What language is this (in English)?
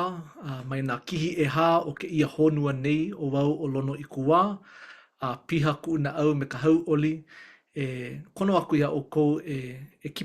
Hawaiian